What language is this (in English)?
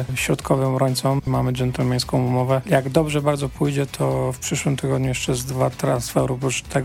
Polish